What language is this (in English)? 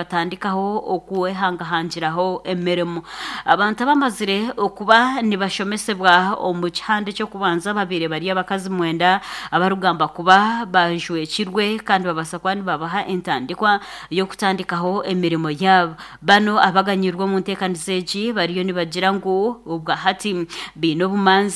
Nyankole